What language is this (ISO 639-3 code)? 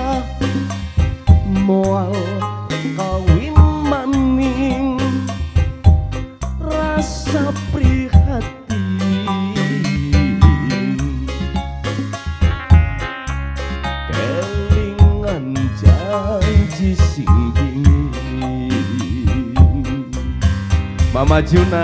jav